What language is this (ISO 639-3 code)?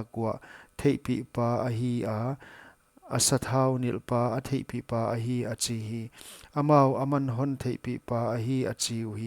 pck